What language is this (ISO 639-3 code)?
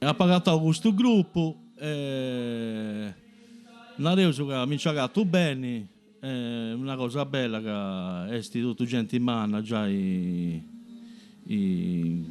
srd